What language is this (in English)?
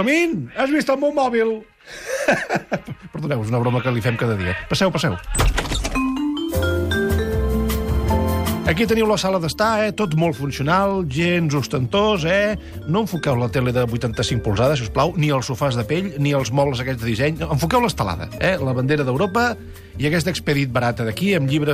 Catalan